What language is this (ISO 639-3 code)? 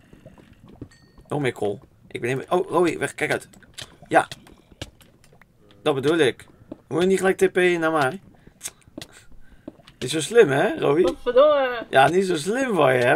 nld